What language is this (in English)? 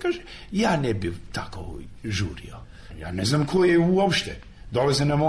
Serbian